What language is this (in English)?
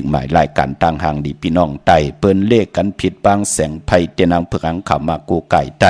Shan